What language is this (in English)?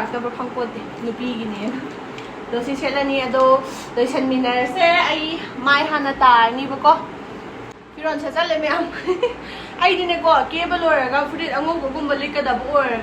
Manipuri